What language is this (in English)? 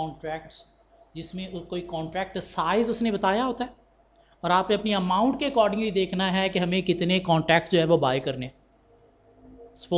Hindi